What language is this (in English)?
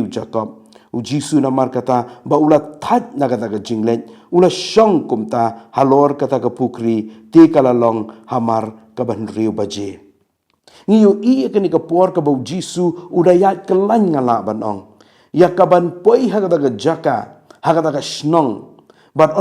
Khasi